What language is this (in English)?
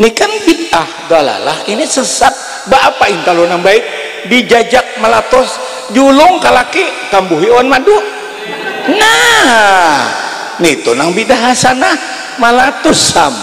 Banjar